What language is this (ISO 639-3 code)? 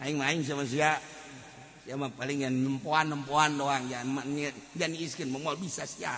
sun